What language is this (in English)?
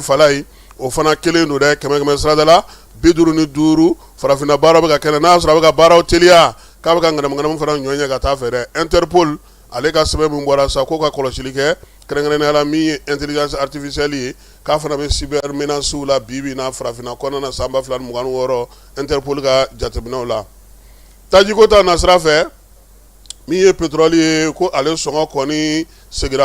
Bambara